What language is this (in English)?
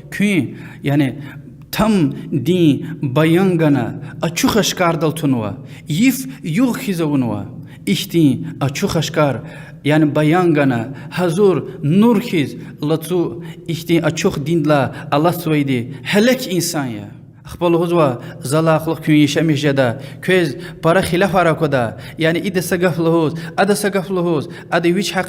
Lezghian